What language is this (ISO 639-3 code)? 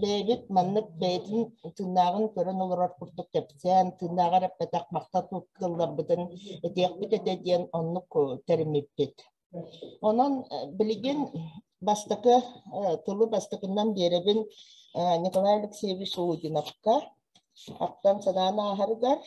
sah